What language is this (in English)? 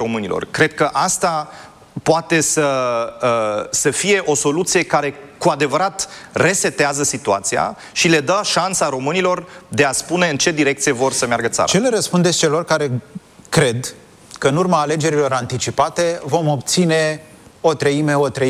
Romanian